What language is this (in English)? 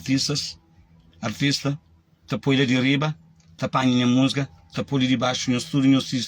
Kabuverdianu